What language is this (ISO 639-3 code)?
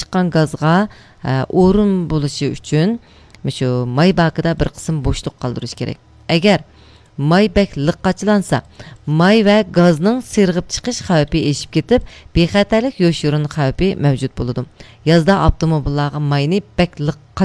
uig